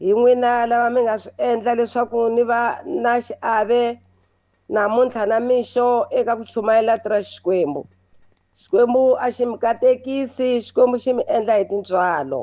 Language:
Tsonga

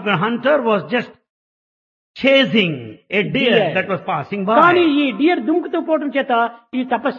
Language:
Telugu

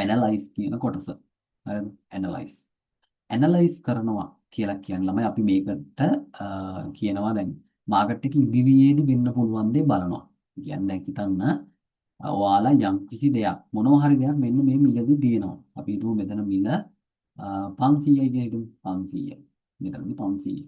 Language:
Sinhala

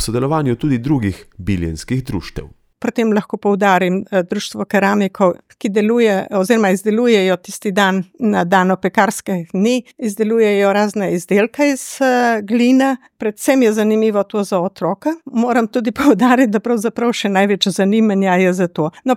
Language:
Slovenian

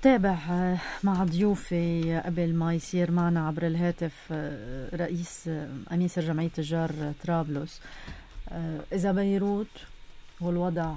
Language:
North Levantine Arabic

